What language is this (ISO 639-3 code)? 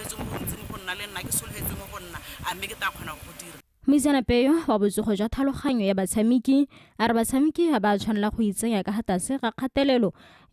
tsn